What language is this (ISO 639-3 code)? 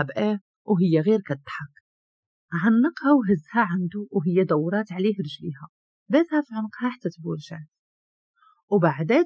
ary